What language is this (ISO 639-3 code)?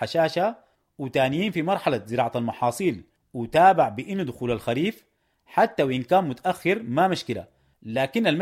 apd